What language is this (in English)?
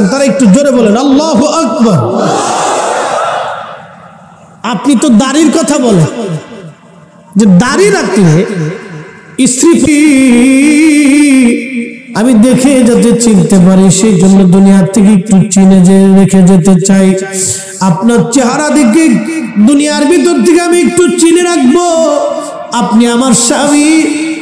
Bangla